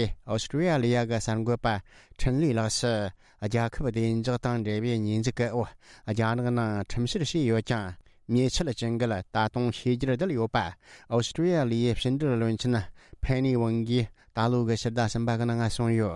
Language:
Tibetan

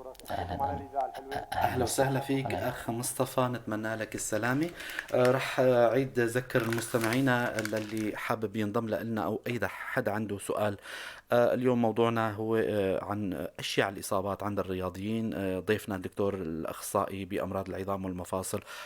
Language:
North Levantine Arabic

